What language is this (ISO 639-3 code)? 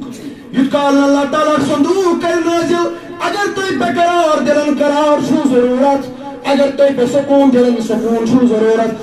kas